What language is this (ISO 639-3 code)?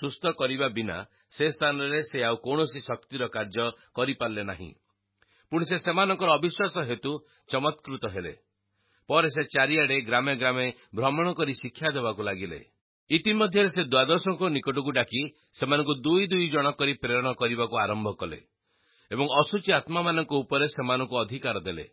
ori